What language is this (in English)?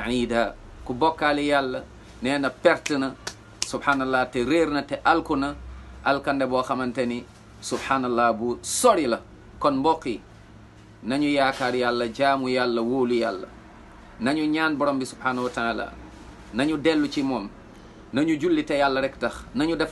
Wolof